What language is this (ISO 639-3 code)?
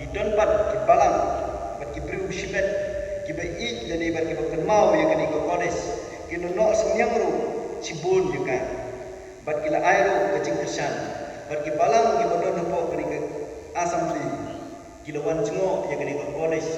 kha